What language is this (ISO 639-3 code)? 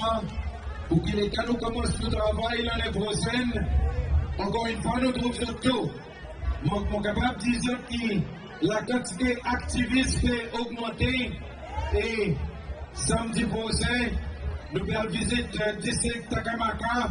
crs